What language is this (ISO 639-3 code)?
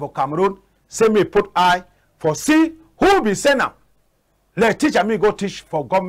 wes